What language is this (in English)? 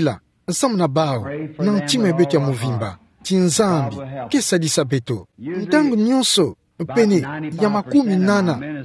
Kituba (Democratic Republic of Congo)